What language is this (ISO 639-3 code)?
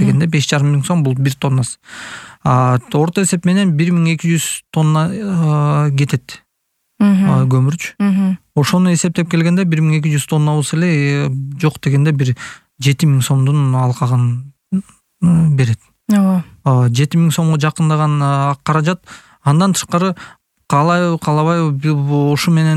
kir